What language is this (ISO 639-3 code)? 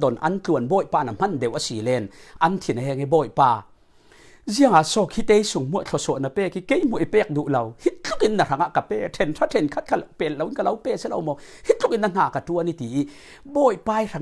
cfm